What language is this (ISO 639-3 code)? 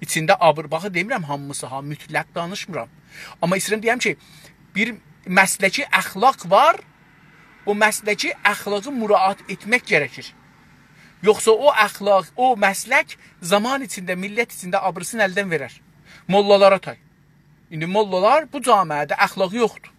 azb